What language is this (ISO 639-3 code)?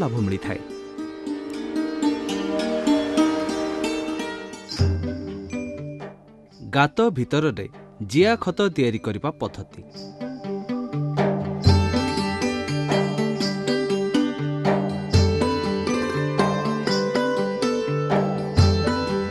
ori